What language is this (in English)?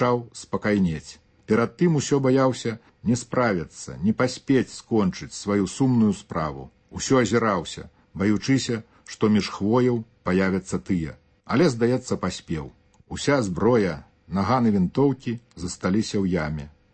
Belarusian